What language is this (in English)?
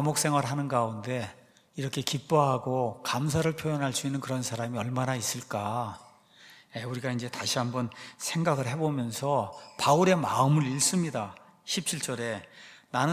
Korean